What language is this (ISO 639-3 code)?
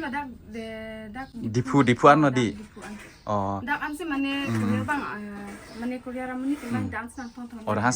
mjw